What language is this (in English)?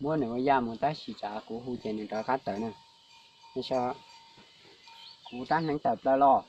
Hmong